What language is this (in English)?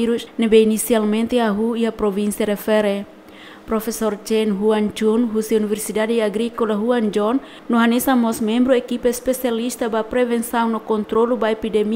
Tetum